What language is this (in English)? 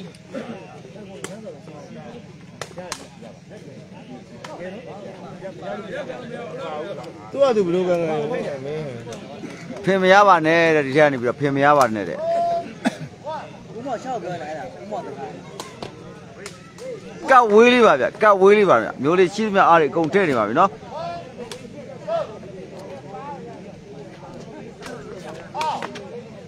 Burmese